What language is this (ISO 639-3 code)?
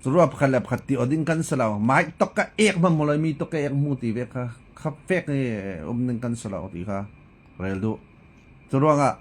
cfm